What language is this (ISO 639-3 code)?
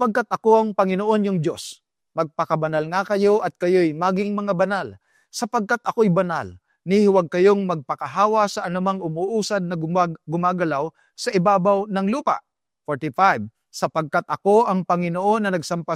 fil